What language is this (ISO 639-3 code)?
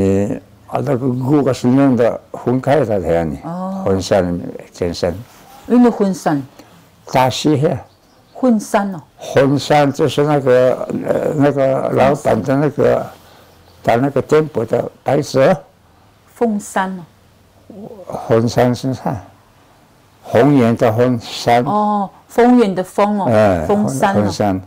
trv